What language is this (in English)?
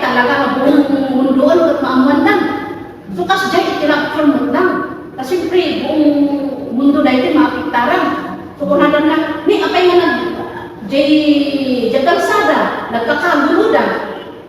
Iloko